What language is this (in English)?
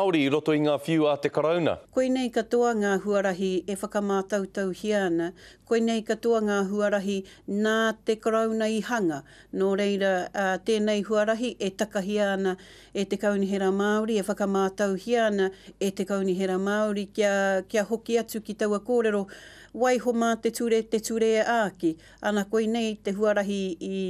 Māori